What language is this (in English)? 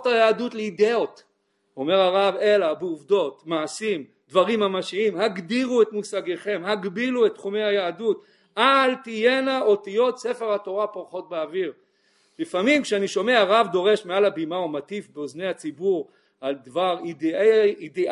Hebrew